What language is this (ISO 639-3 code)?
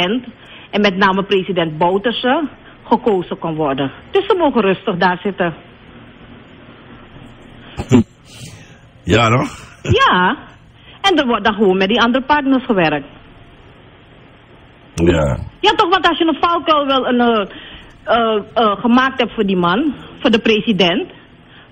nld